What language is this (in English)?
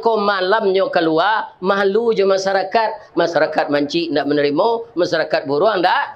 Minangkabau